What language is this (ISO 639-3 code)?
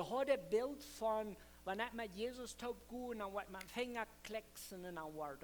pdt